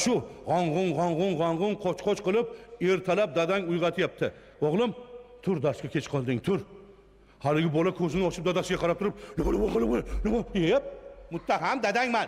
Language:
Uzbek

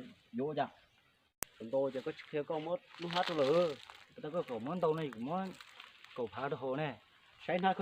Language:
Hmong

